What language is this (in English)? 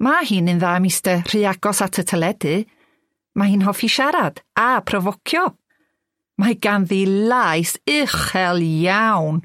Welsh